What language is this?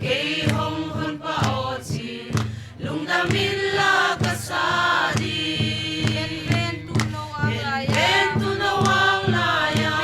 Paite Chin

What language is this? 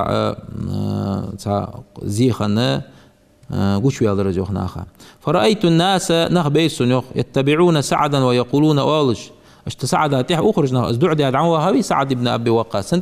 Ingush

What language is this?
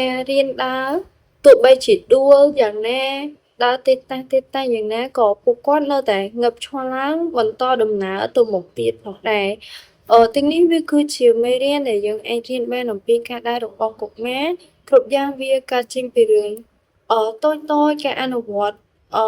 Khmer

